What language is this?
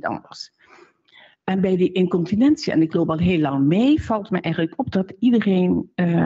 Dutch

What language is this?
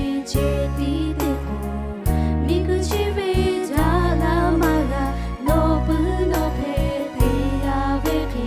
Lahu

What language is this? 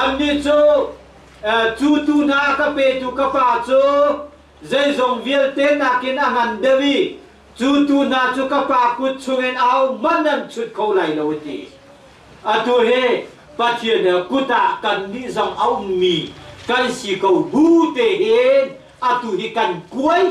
Hakha Chin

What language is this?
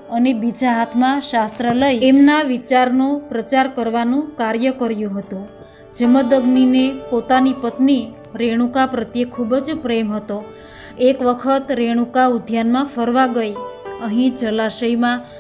Gujarati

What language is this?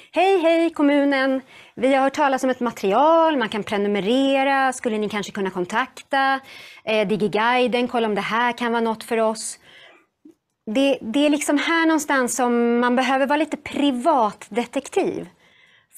Swedish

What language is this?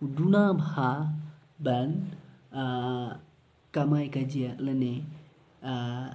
Khasi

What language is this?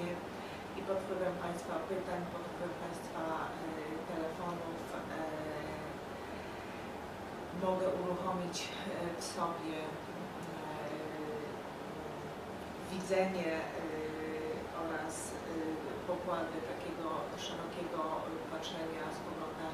Polish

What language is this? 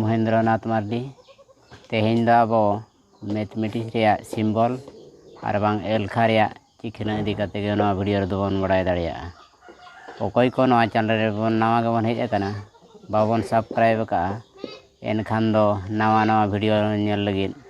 Santali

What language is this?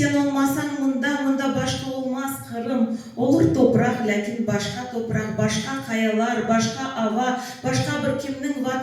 Crimean Tatar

